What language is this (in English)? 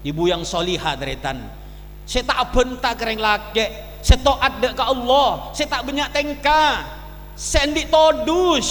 Madurese